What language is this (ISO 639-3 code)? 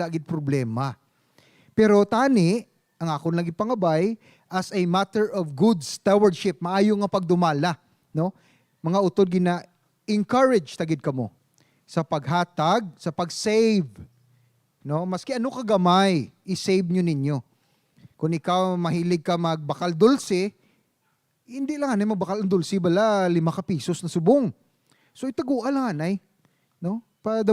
hil